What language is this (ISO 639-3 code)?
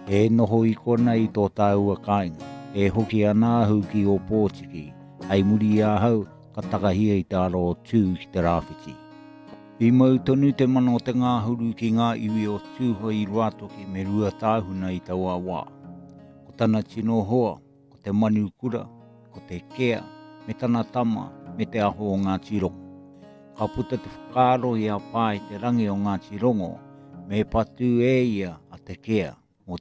mri